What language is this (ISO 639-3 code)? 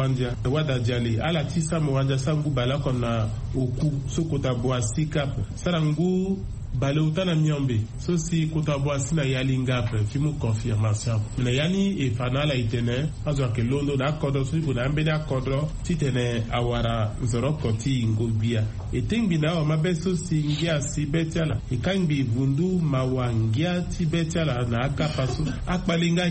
sag